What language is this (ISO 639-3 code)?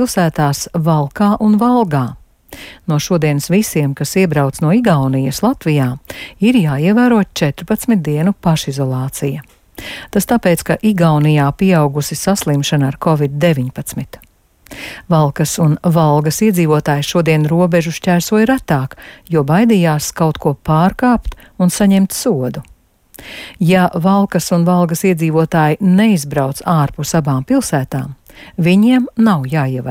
lav